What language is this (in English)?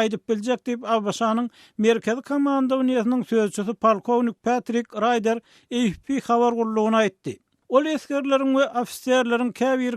Turkmen